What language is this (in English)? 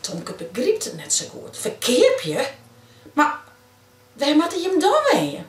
Western Frisian